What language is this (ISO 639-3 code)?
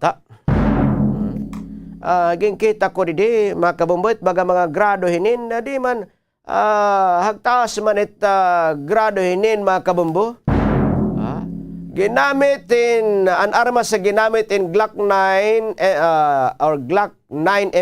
war